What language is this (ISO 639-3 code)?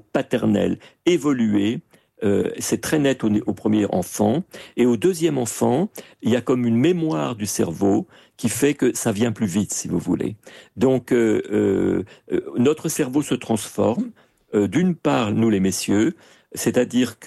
fra